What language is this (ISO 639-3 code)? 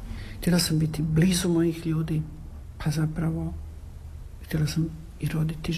hrv